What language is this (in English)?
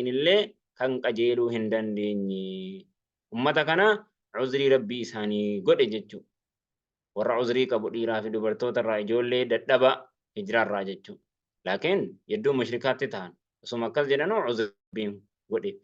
Oromo